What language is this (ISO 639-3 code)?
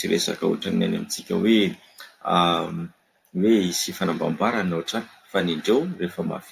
mlg